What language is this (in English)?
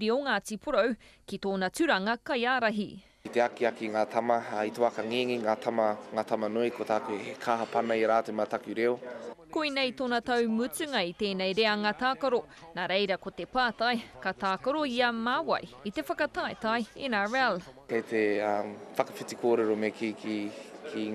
Māori